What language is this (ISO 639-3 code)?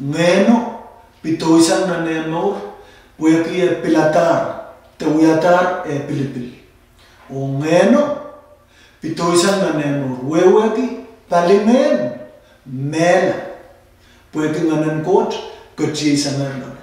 pon